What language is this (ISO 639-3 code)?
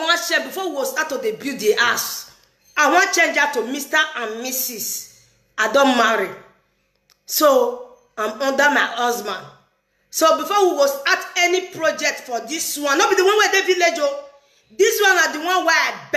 pcm